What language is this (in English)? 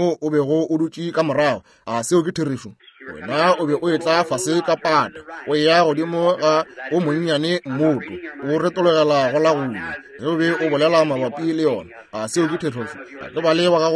Northern Sotho